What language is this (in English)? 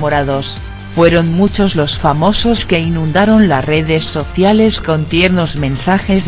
Spanish